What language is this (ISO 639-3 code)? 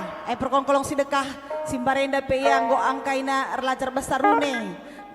btx